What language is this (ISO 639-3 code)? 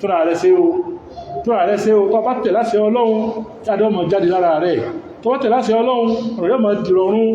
yor